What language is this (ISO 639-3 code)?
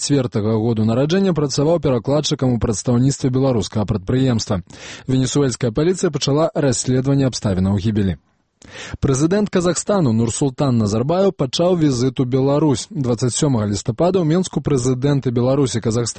bel